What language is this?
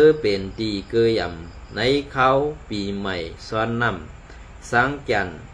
Shan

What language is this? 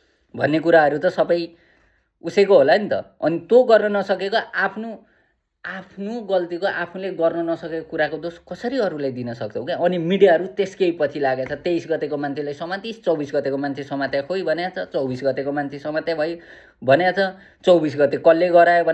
Nepali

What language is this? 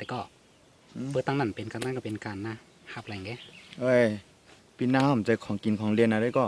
Shan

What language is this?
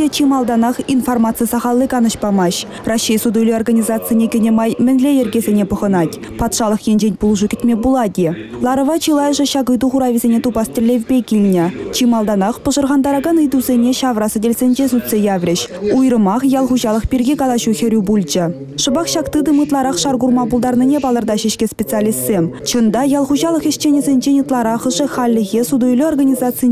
Chuvash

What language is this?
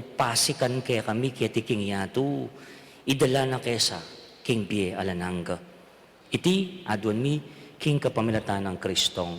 Pampanga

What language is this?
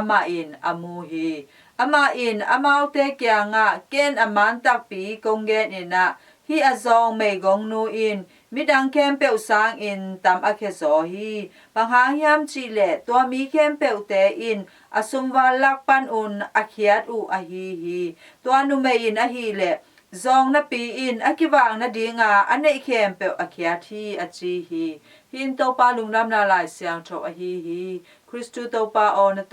Tedim Chin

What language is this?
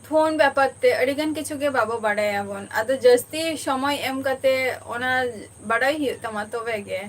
Santali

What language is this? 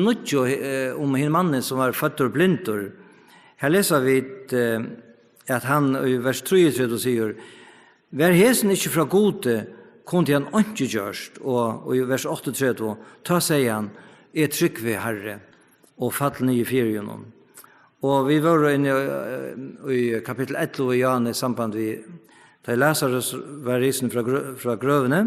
Faroese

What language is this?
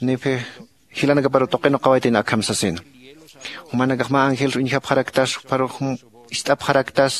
Aymara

